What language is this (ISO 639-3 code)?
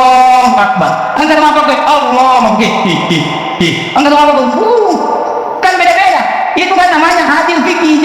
bug